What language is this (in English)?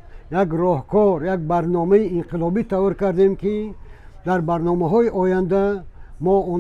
Tajik